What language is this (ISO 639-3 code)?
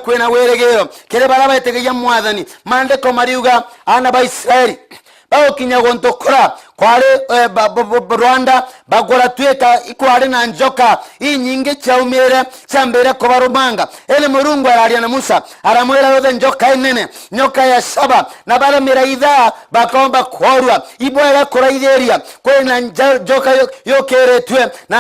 mer